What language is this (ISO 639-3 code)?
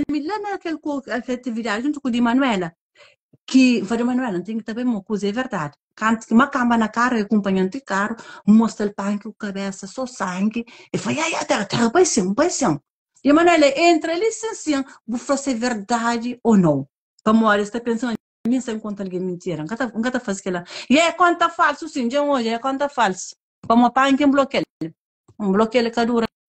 kea